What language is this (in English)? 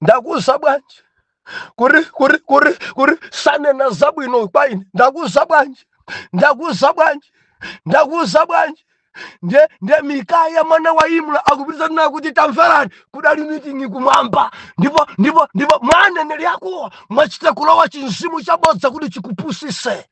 Nyanja